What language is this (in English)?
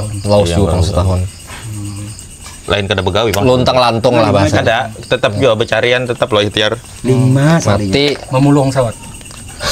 Banjar